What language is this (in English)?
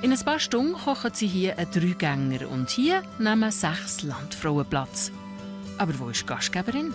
Swiss German